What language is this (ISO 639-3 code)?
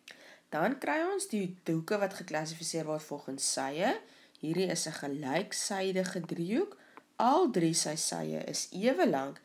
afr